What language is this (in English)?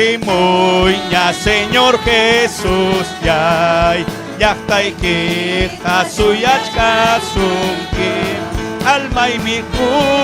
Ayacucho Quechua